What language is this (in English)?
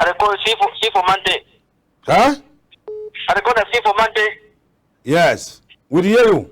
Cameroon Pidgin